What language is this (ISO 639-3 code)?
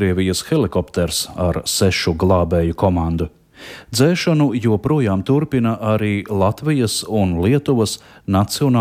lav